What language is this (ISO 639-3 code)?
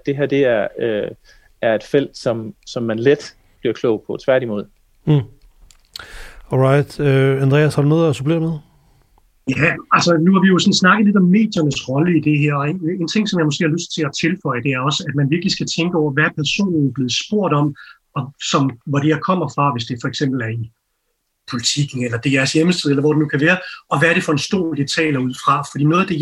dan